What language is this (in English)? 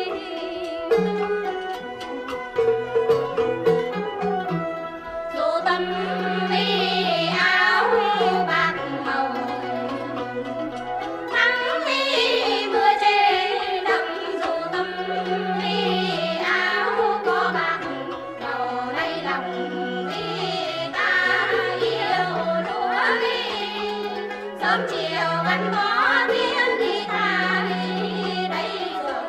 Vietnamese